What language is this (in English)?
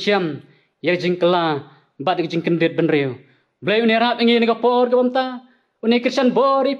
Khasi